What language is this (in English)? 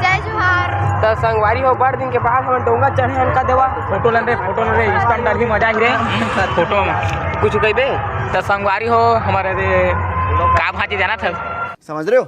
Chhattisgarhi